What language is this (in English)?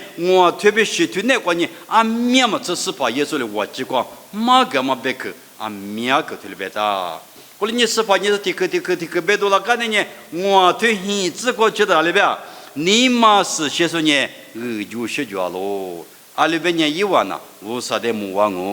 Lisu